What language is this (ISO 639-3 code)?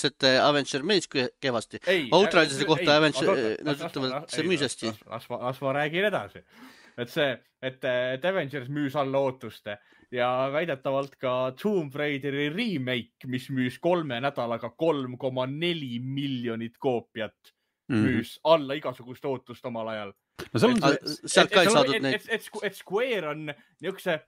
est